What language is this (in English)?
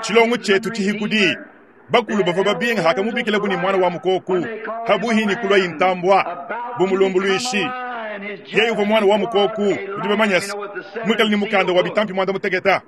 Luba-Lulua